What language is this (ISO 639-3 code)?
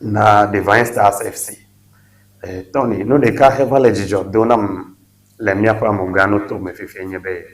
ewe